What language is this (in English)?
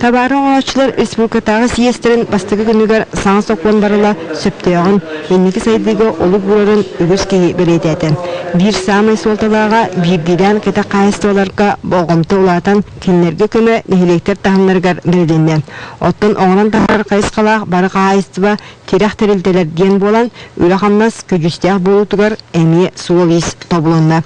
Yakut